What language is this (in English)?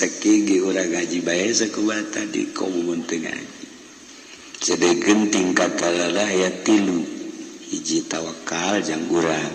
Sundanese